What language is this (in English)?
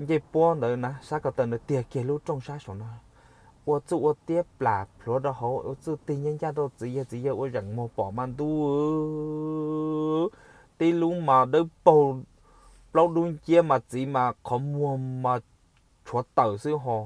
Hmong